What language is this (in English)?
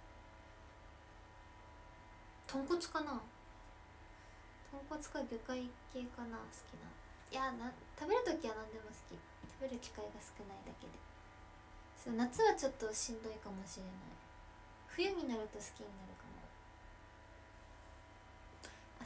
Japanese